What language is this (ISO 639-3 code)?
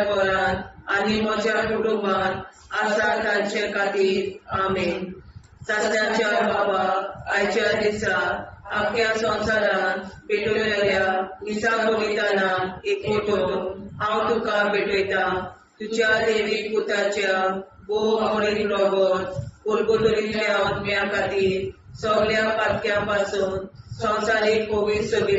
kok